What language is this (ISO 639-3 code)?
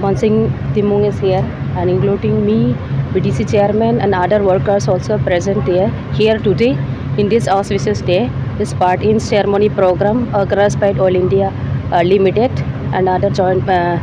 mjw